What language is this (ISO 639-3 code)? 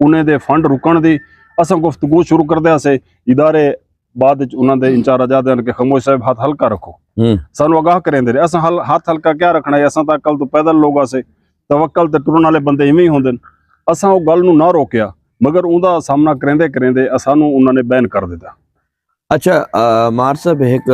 skr